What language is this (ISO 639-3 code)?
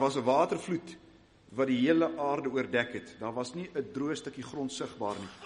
afr